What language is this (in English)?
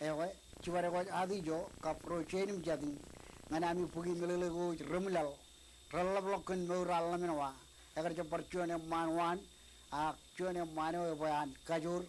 Marshallese